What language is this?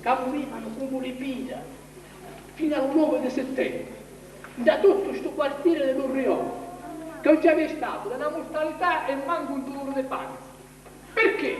Sicilian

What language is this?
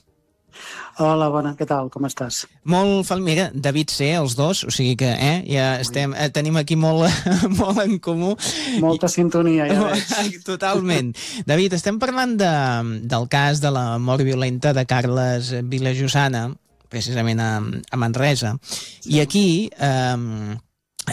Catalan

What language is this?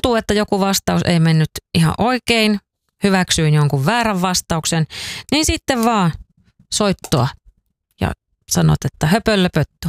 Finnish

